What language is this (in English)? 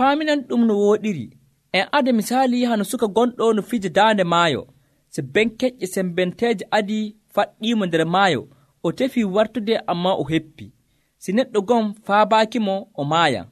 Nigerian Fulfulde